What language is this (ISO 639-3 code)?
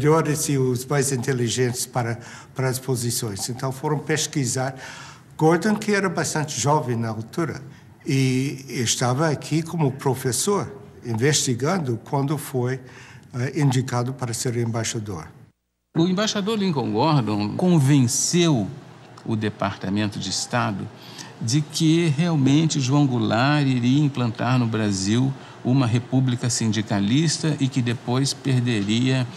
por